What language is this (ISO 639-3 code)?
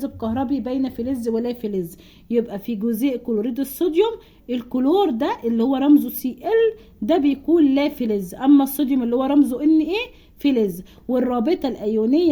arz